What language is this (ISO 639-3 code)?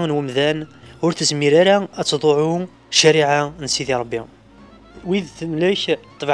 kab